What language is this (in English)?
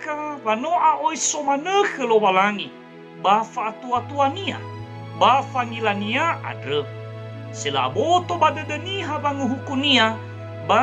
Nias